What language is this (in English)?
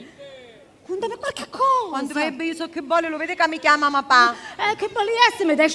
Sicilian